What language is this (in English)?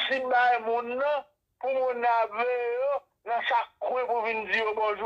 Haitian Creole